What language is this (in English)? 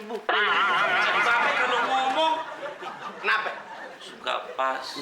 Betawi